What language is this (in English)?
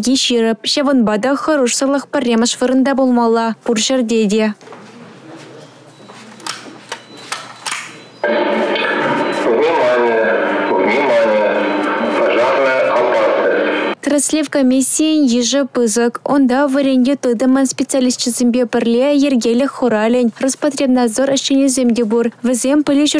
Chuvash